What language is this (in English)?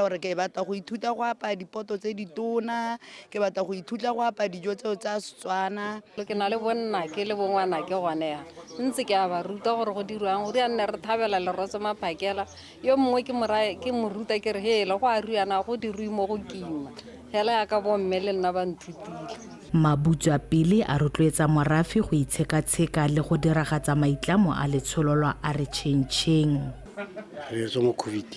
Tswana